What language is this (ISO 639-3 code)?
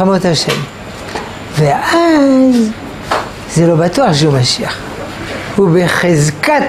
heb